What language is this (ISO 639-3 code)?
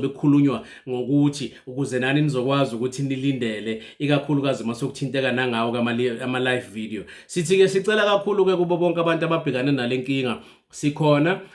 zul